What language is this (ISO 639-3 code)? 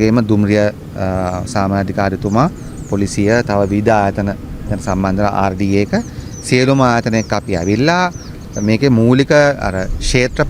sin